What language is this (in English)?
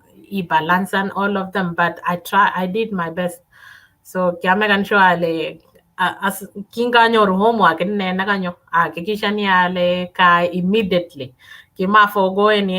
Kalenjin